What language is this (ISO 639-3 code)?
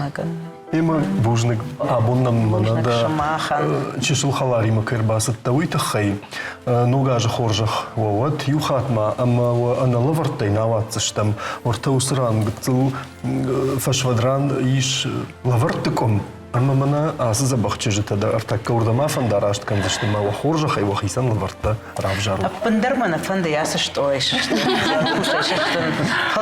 oss